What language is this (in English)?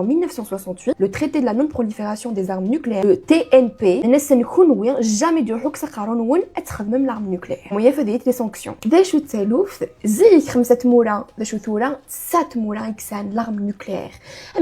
Kabyle